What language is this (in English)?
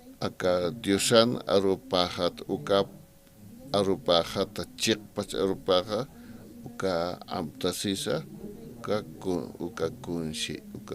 Aymara